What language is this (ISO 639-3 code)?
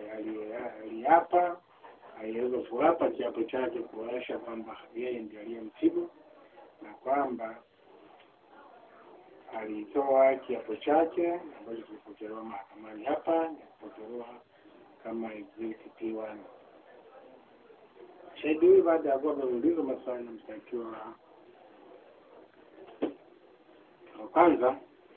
swa